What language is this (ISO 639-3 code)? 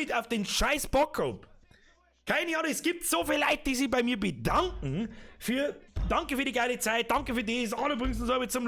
bar